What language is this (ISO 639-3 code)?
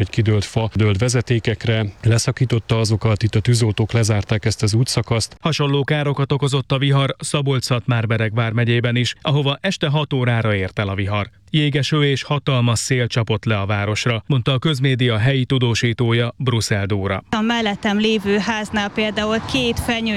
hun